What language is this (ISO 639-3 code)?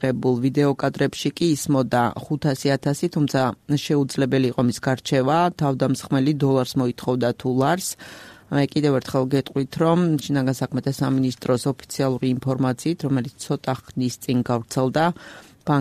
kat